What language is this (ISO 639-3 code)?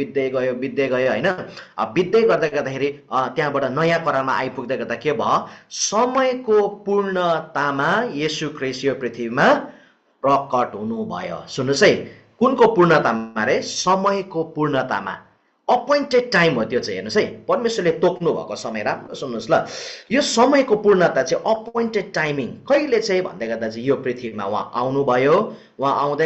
nep